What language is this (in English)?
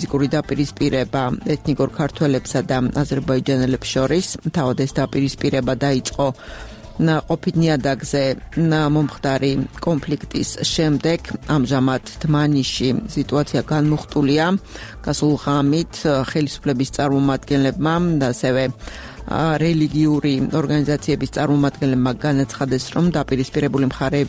Georgian